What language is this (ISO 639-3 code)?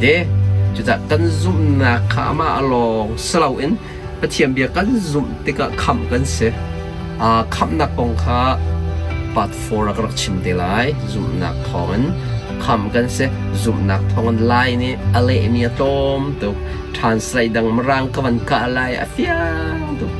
cnh